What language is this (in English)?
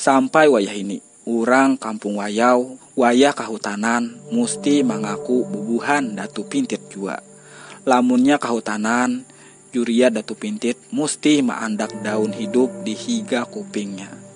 Banjar